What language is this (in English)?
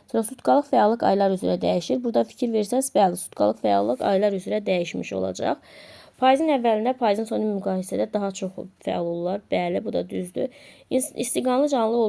Azerbaijani